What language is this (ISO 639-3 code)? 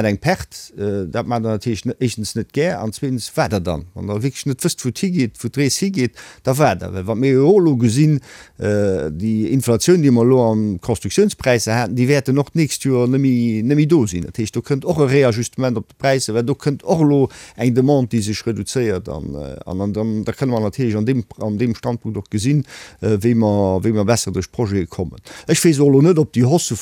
ltz